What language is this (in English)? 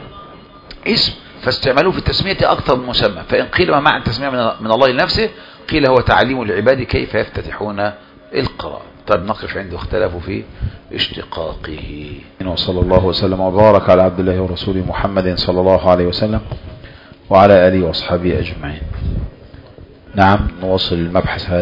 Arabic